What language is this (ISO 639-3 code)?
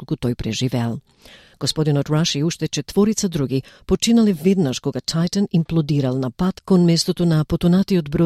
mkd